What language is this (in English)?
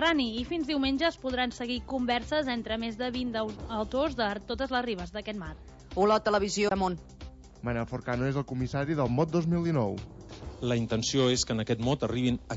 Catalan